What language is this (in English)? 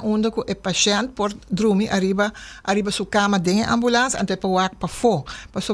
Papiamento